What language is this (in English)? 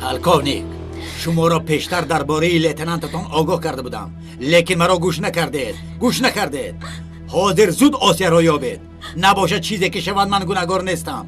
Tajik